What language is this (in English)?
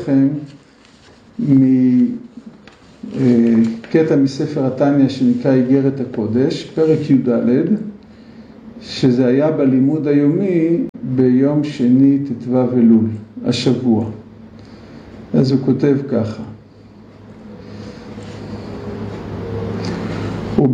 Hebrew